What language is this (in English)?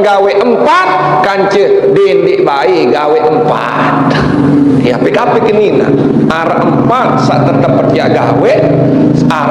Sasak